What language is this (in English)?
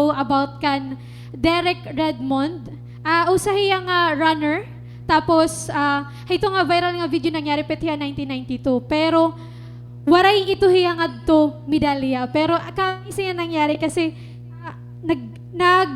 Waray